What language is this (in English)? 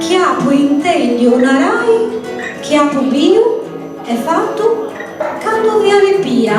Sardinian